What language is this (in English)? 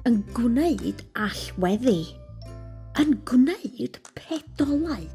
Welsh